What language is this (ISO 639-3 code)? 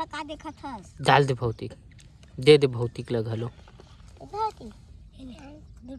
hne